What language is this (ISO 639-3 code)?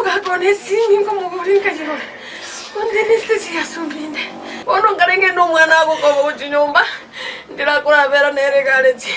guz